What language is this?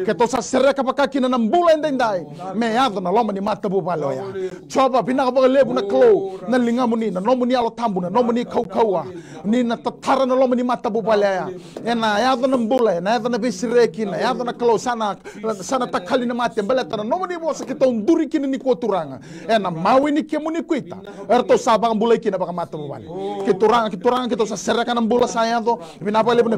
Fijian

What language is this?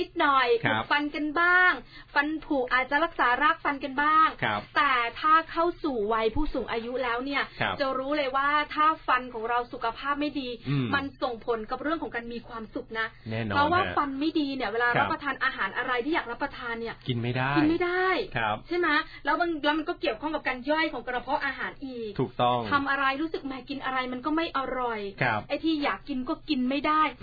Thai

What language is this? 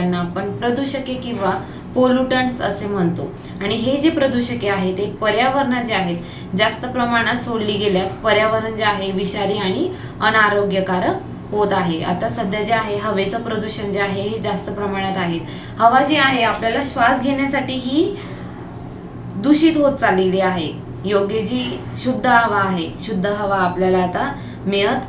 Marathi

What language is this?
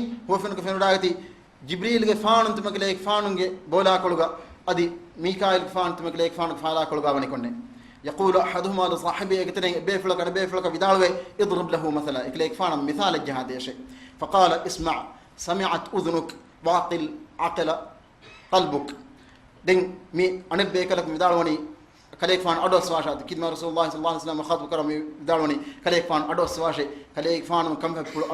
Divehi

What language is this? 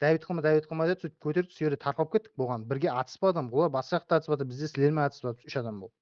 Kara-Kalpak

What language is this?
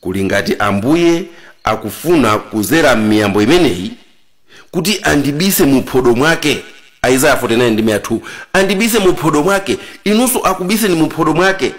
Nyanja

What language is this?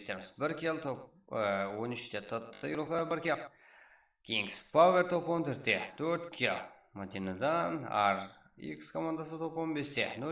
Kara-Kalpak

